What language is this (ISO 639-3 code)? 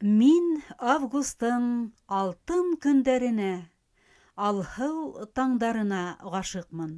bak